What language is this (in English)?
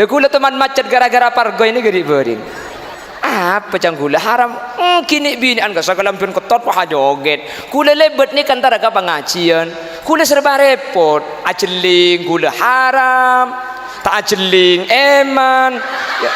Madurese